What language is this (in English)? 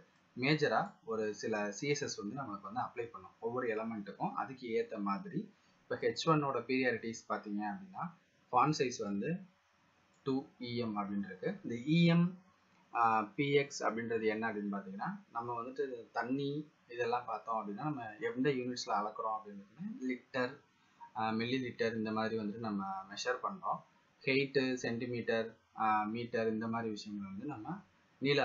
Tamil